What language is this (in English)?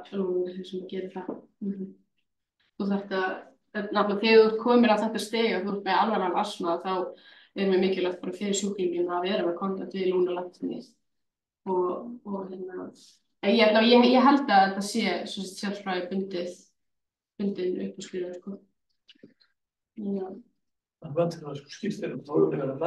Icelandic